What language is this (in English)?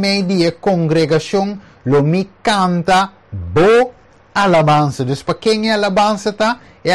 Papiamento